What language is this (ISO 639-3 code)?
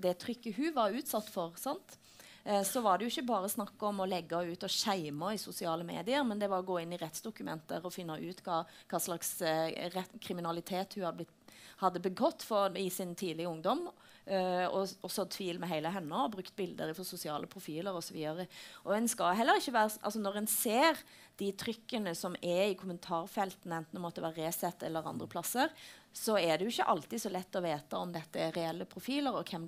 nor